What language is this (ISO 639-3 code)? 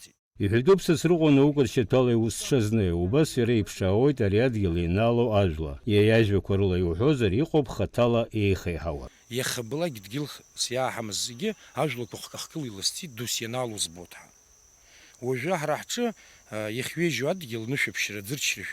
abk